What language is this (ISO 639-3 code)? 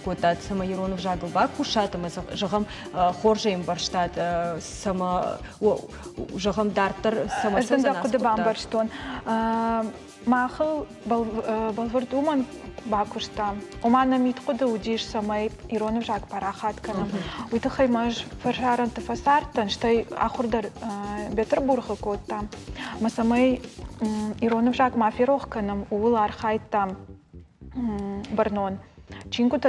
oss